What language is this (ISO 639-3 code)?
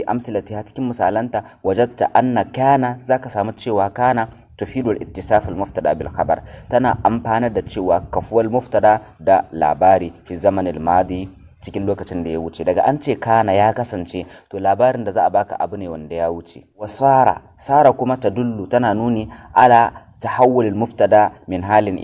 hau